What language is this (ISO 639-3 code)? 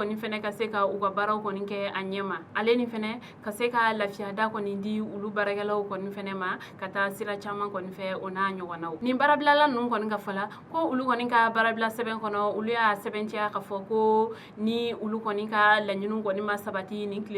bam